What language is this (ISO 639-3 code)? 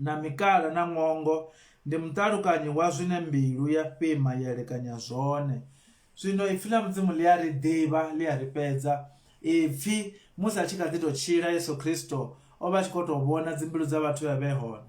ven